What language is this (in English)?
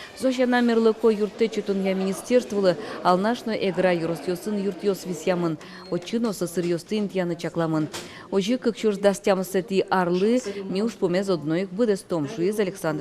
Udmurt